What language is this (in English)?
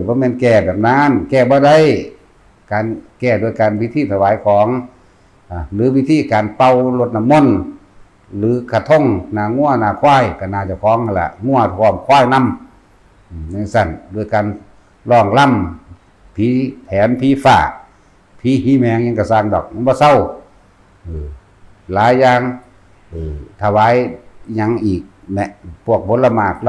Northeastern Thai